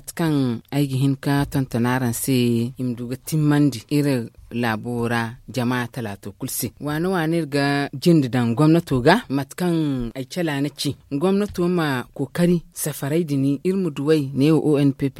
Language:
Zarma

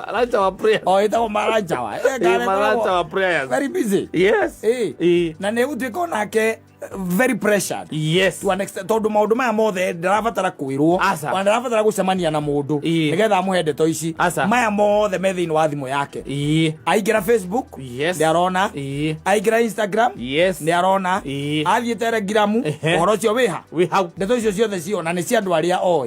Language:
Kikuyu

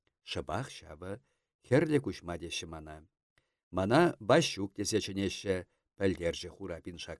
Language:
Chuvash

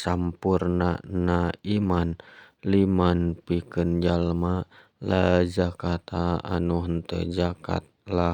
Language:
Sundanese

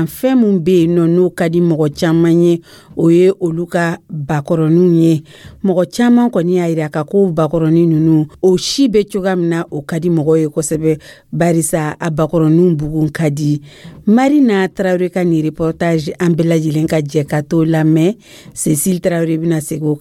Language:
Dyula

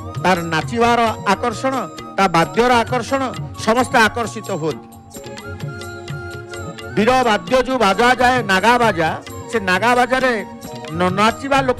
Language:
Odia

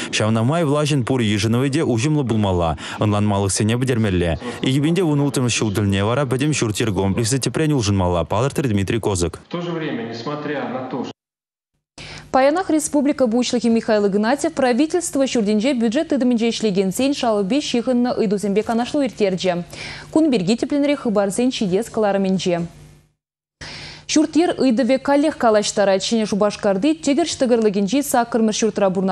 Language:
Chuvash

